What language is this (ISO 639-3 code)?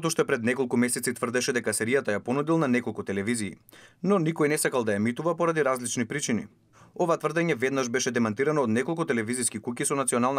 mkd